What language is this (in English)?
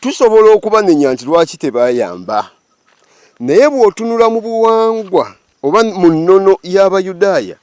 Ganda